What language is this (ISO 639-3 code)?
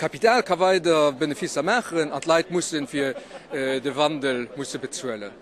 ltz